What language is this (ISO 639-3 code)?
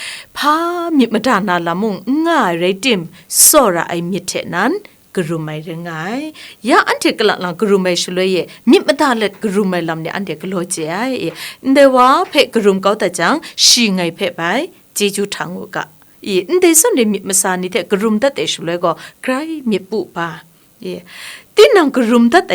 kac